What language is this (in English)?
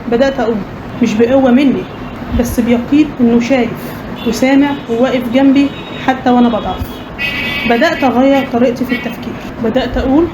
Egyptian Arabic